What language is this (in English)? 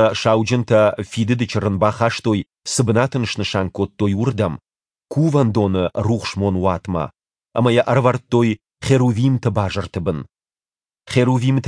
Ossetic